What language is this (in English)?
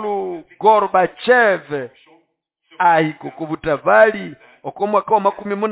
Nande